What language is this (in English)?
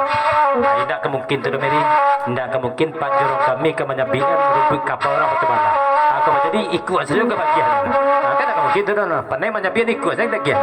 Minangkabau